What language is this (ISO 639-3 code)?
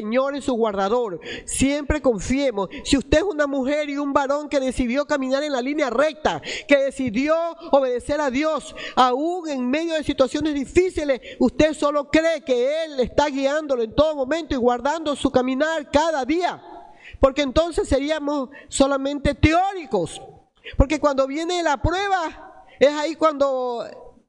spa